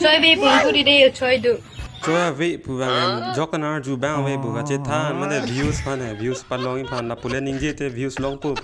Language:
Karbi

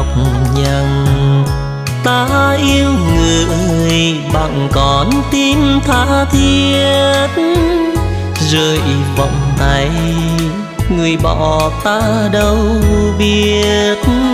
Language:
Vietnamese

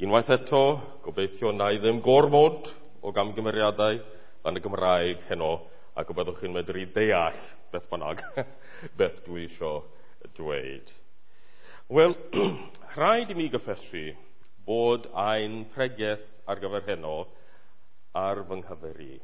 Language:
Welsh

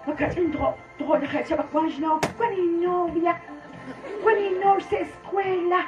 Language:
Kekchí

